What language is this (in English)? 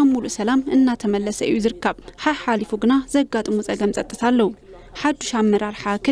Tigrinya